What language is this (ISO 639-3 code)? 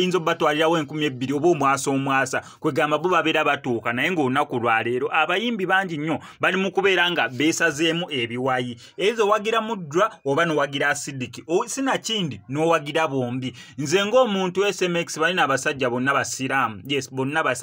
lug